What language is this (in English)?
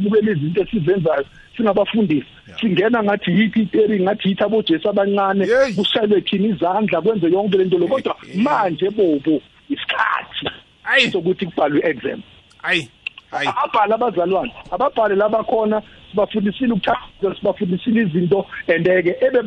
South Ndebele